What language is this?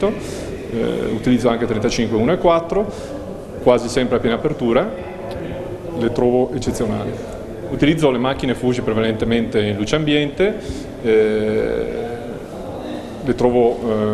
Italian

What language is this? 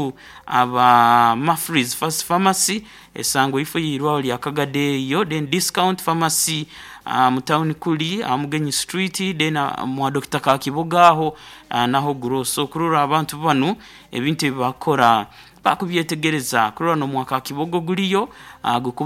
Nyankole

